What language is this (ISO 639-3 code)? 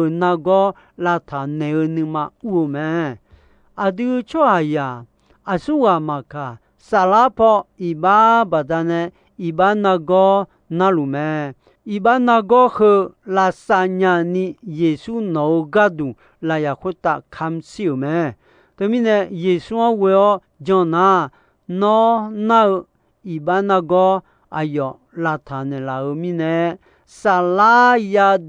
ahk